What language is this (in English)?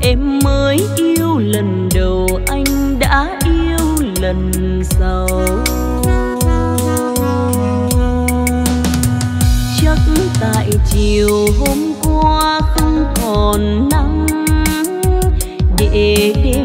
Vietnamese